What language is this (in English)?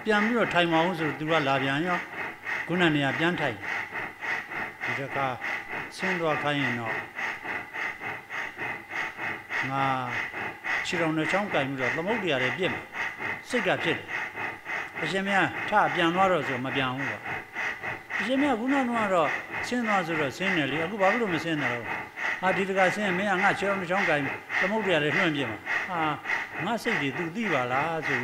Burmese